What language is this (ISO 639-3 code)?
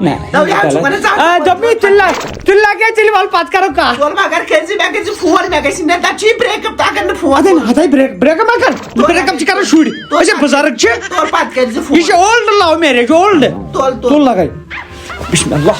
kas